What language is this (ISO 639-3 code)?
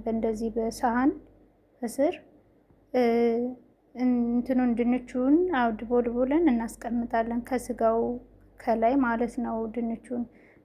amh